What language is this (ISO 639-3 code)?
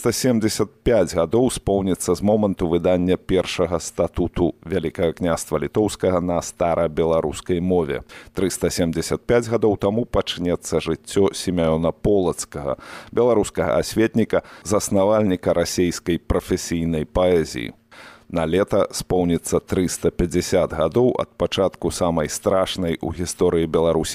bel